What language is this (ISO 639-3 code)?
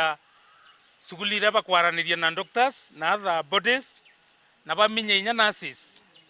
mer